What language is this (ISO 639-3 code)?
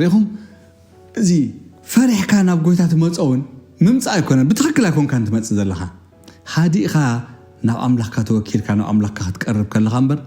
tir